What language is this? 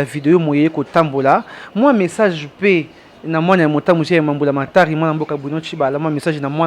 Lingala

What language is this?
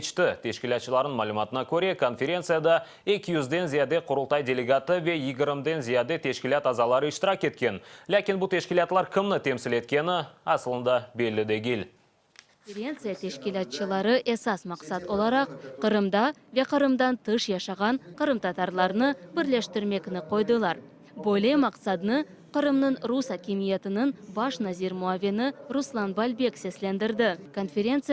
Crimean Tatar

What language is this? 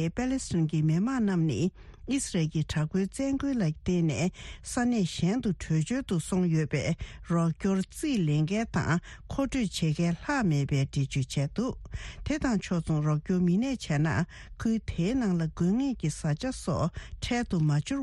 Tibetan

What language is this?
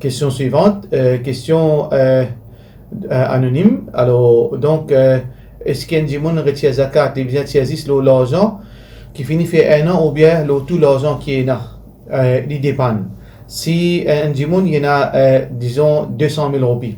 Morisyen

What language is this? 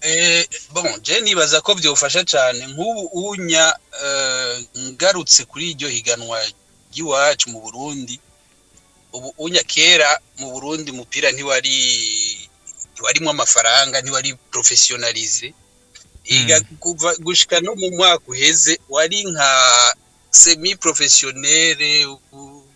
Rundi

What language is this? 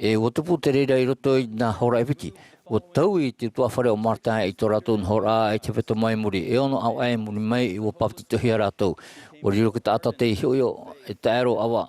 Tahitian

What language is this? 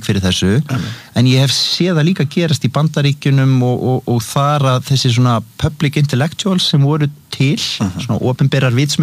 Icelandic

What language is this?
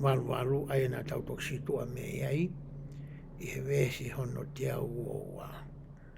Tongan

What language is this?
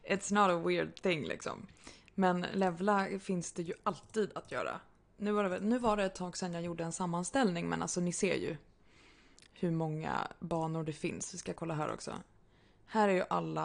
Swedish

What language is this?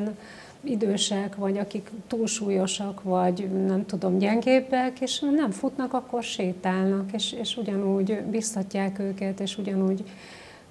Hungarian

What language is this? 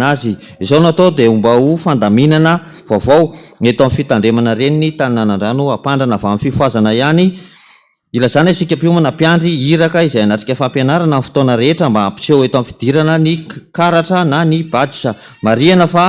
Malagasy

